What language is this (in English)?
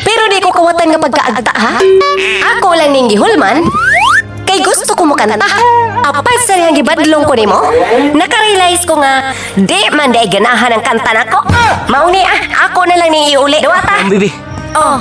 Cebuano